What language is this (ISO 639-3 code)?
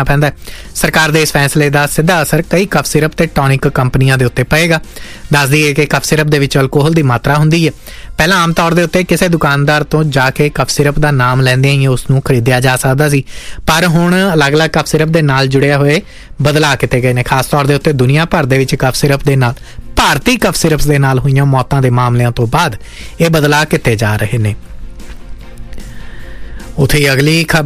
pan